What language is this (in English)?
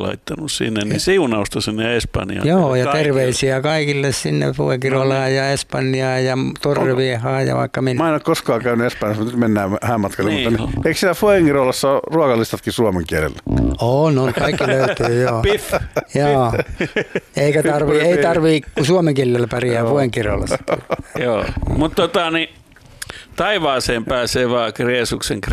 Finnish